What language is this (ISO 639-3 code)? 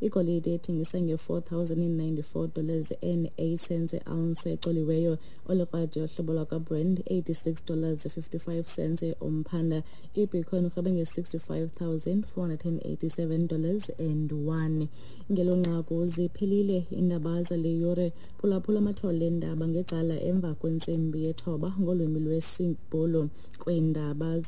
xho